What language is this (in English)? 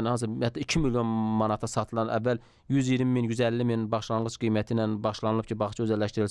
Azerbaijani